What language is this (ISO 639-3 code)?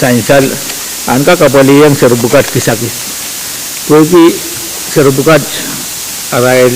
pon